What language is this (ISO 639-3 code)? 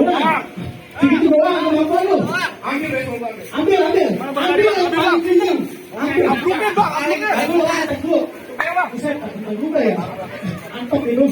bew